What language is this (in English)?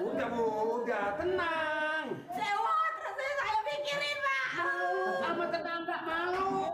Betawi